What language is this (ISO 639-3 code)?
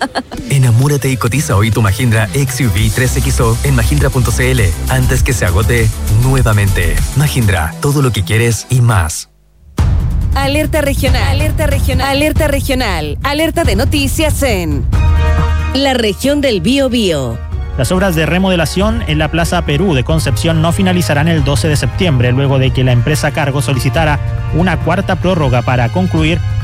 spa